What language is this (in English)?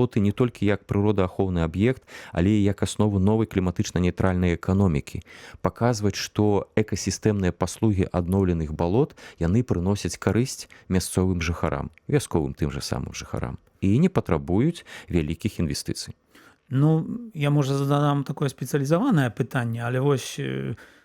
Belarusian